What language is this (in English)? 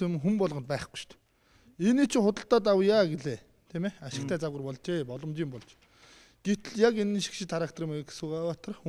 Mongolian